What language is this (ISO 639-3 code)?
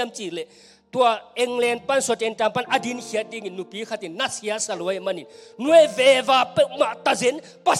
ctd